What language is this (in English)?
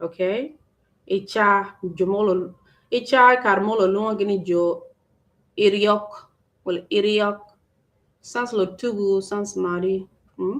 Acoli